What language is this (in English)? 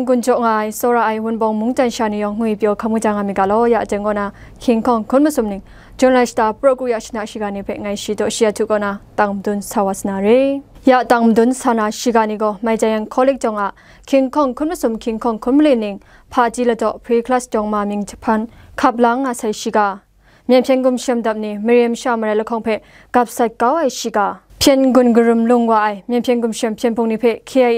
Kachin